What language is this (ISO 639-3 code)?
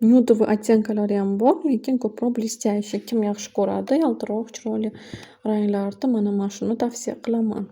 uzb